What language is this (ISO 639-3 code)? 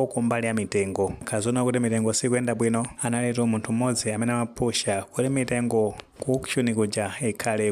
nya